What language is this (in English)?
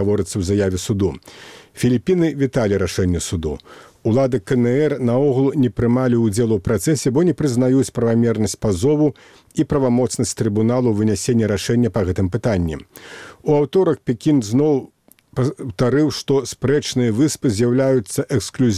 Belarusian